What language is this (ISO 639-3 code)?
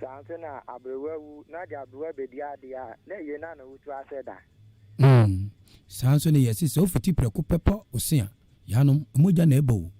aka